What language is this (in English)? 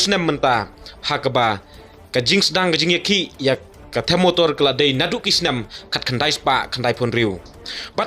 Khasi